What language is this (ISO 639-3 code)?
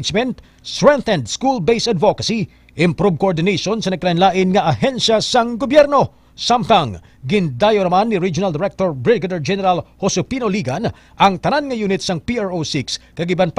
hil